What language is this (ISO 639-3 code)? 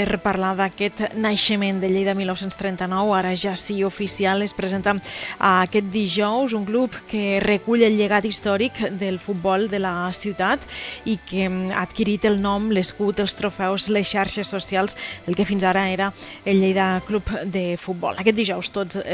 cat